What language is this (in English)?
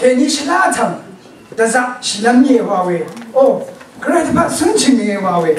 Rawang